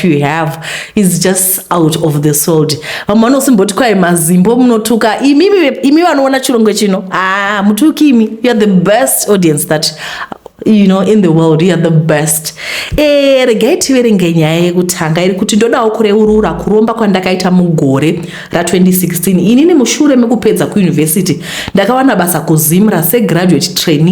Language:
Shona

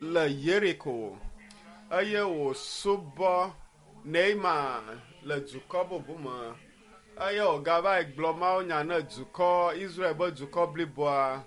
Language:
Ewe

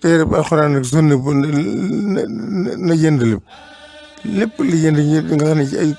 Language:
Wolof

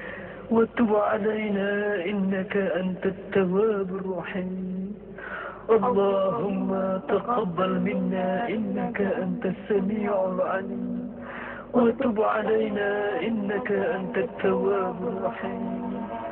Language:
Indonesian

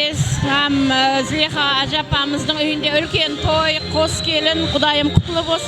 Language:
Kara-Kalpak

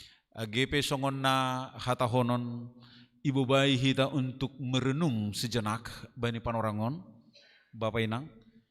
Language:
Batak Simalungun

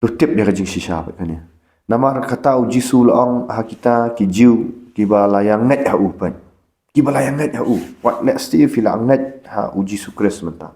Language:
Khasi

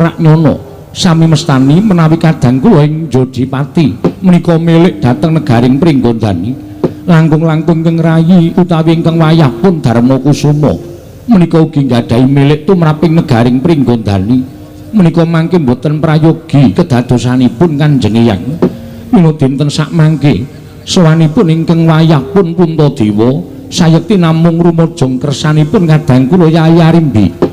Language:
Javanese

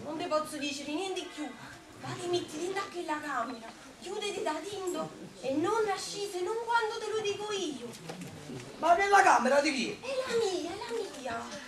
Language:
Neapolitan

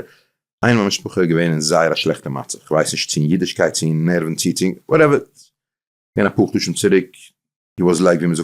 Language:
Yiddish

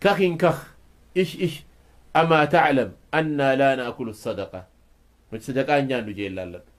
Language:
Oromo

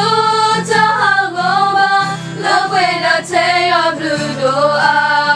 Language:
S'gaw Karen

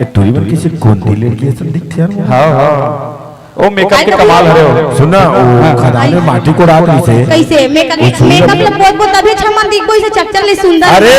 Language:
Chhattisgarhi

